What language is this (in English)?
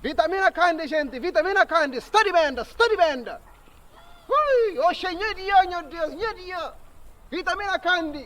Kabuverdianu